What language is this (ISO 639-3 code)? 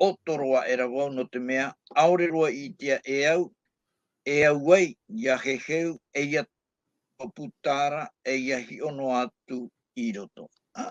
tah